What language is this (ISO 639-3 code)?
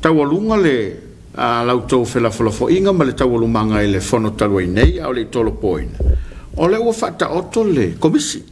smo